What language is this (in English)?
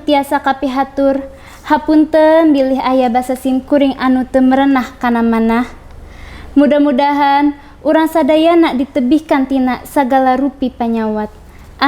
Sundanese